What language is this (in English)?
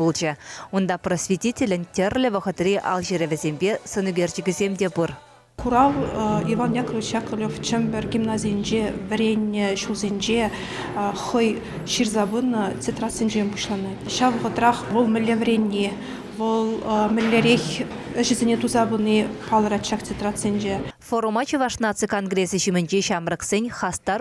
Chuvash